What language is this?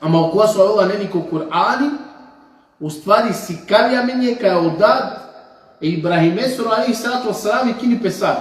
Balkan Romani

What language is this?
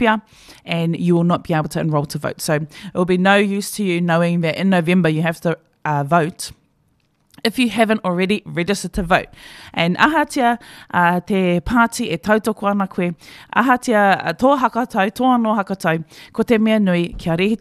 Māori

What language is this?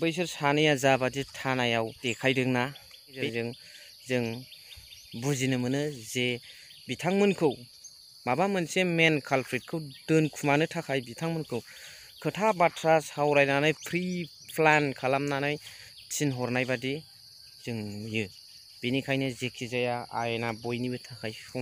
Bodo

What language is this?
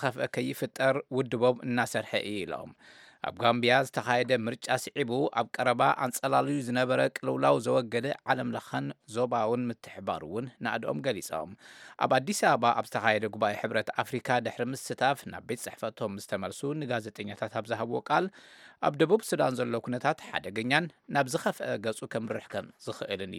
Tigrinya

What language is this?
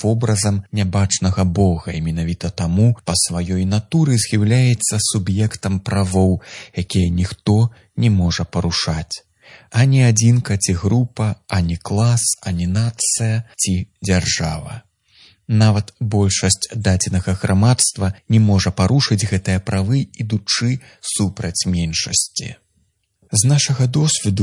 Belarusian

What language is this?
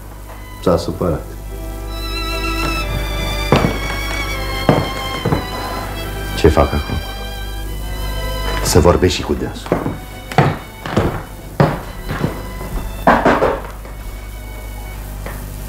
Romanian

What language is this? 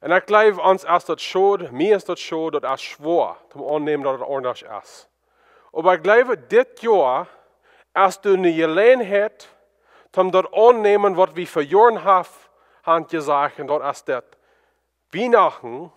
Plautdietsch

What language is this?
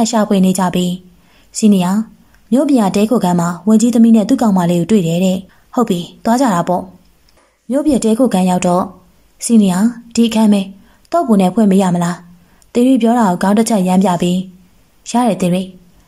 Burmese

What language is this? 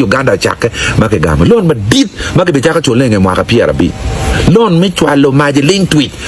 Acoli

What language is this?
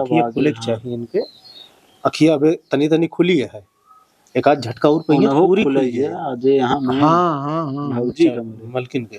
Awadhi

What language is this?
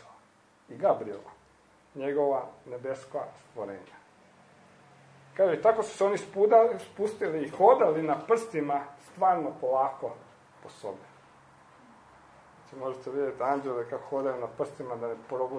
Croatian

